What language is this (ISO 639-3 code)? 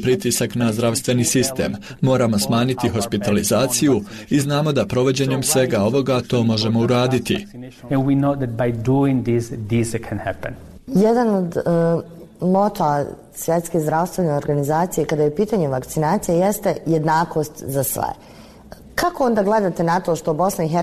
bos